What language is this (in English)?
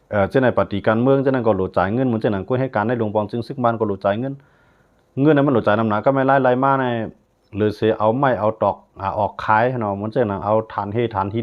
Shan